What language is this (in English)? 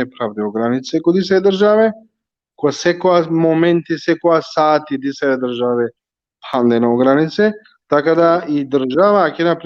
Balkan Romani